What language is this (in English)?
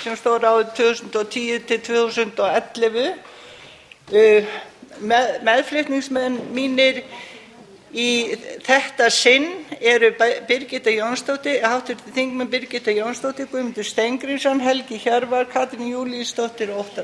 Icelandic